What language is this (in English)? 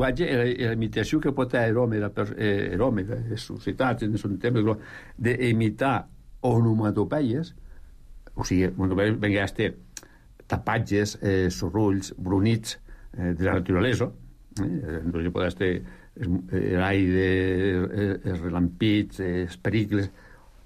Catalan